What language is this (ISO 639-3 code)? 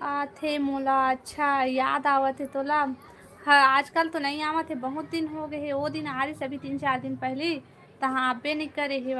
hne